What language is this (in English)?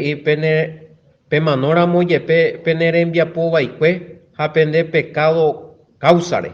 Guarani